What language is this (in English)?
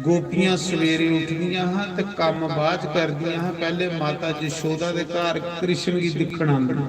Dogri